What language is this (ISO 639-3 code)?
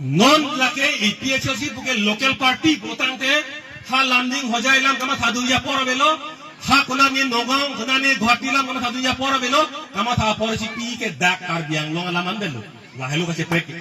mjw